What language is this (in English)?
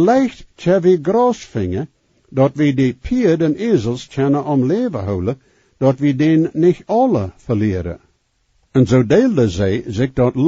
Plautdietsch